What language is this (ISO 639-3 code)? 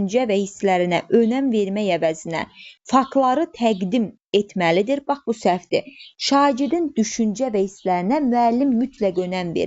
aze